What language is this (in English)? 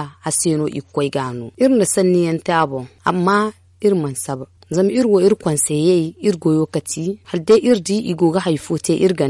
Zarma